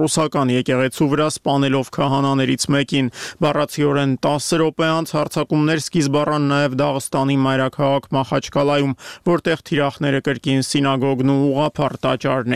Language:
Armenian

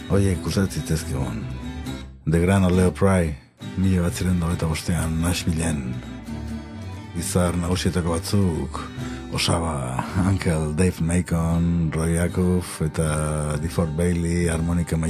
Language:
Basque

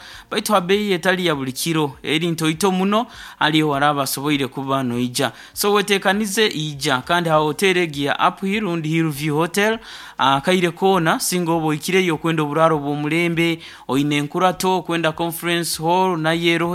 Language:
Nyankole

